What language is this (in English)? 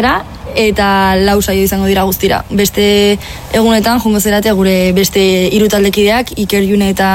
Basque